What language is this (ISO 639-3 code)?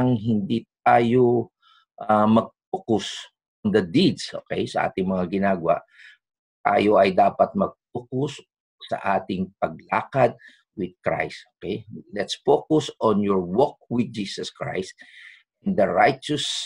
fil